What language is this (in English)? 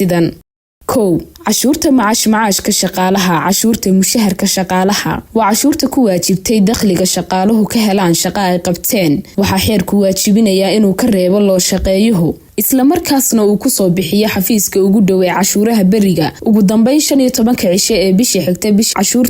Somali